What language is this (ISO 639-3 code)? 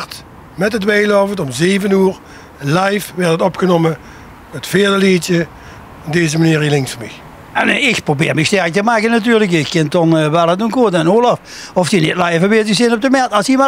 lim